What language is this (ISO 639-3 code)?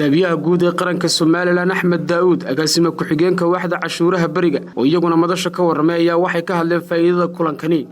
som